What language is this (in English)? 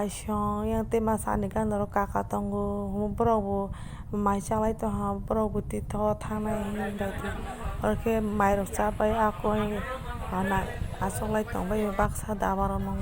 Kok Borok